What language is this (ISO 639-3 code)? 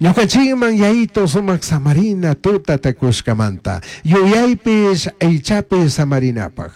qug